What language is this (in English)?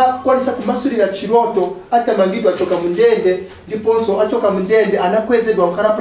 Nyanja